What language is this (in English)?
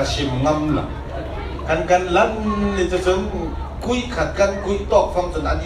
Falam Chin